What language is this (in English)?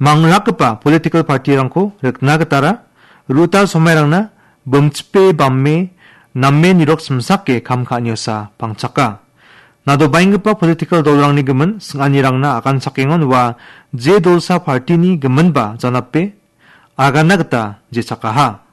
Garo